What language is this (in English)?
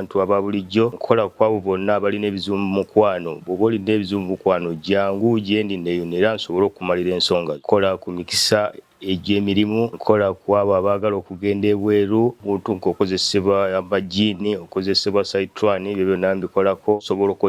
Ganda